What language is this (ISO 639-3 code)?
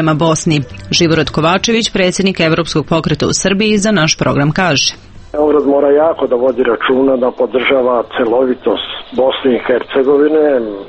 srp